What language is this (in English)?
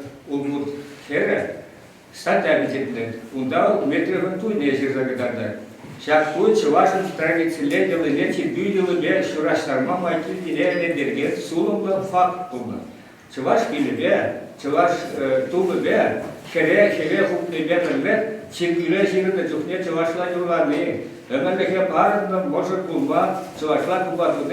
Chuvash